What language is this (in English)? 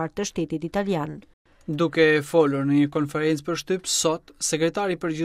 Albanian